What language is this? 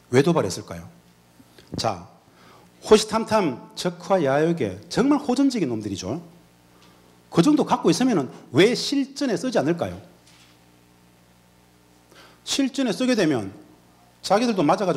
Korean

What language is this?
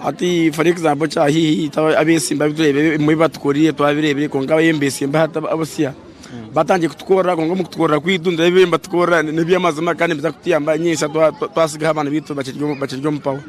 Nyankole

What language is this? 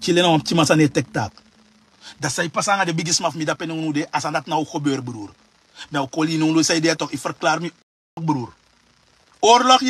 Sranan Tongo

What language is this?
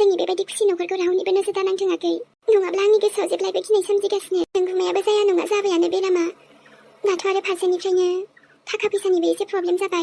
Bodo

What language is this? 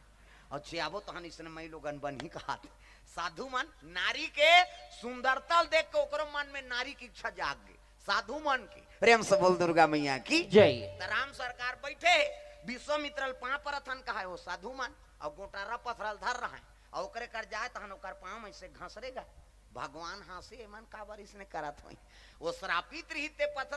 Chhattisgarhi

